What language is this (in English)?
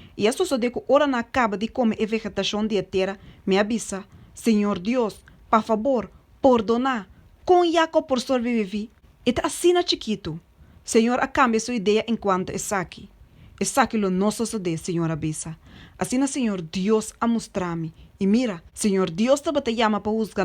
Papiamento